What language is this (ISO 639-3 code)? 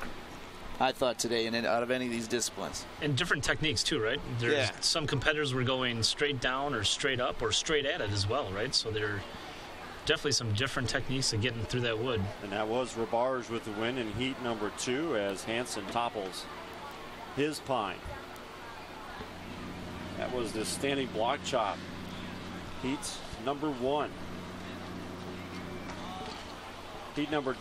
eng